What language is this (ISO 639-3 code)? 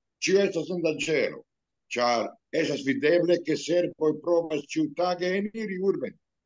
epo